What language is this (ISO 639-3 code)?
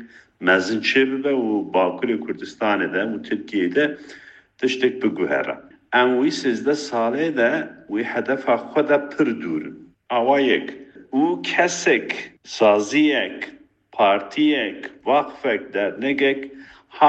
kur